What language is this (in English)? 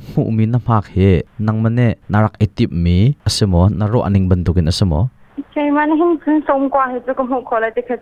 Hakha Chin